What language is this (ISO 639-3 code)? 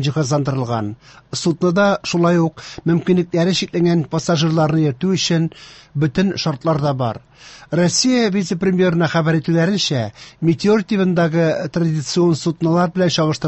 tat